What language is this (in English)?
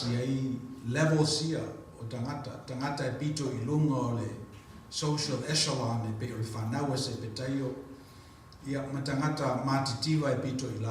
Samoan